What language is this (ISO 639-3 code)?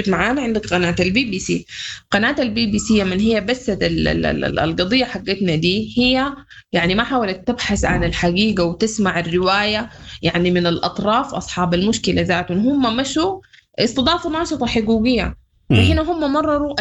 apd